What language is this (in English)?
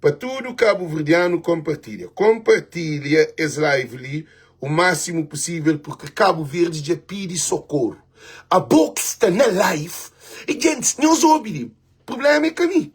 Kabuverdianu